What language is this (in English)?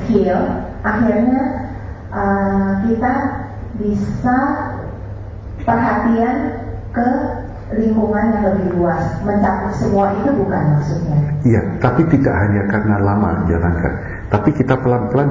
Indonesian